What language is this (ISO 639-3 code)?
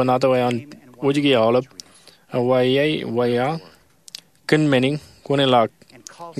mah